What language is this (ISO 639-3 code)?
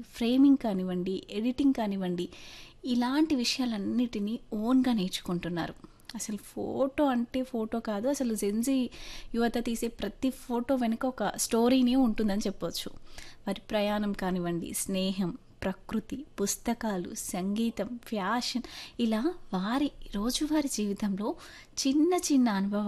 tel